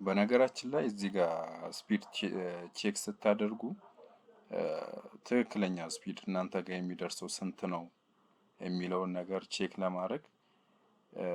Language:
Amharic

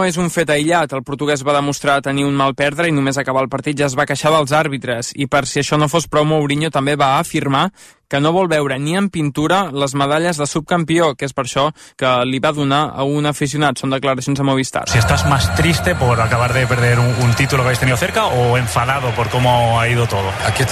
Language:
Catalan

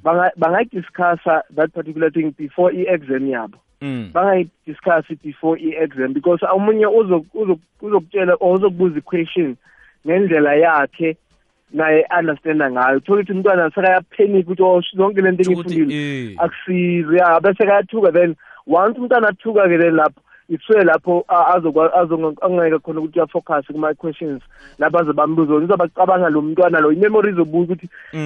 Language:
South Ndebele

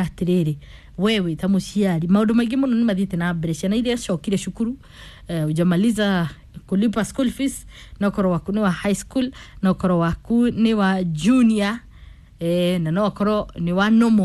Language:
Kikuyu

